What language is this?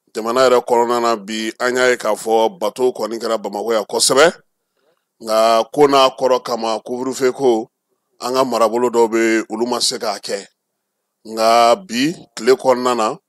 Bambara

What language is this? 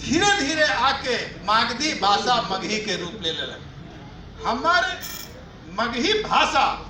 Magahi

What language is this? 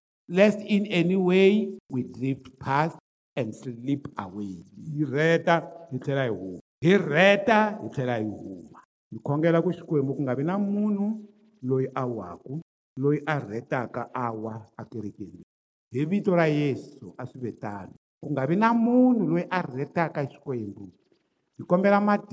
Tsonga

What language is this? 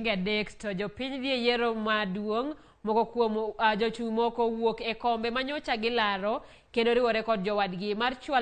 Luo (Kenya and Tanzania)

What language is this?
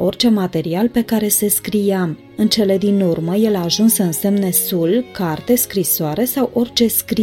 Romanian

